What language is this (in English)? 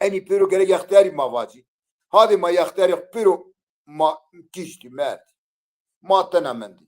Zaza